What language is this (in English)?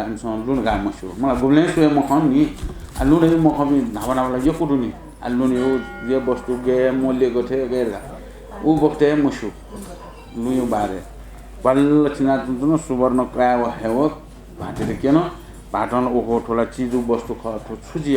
Newari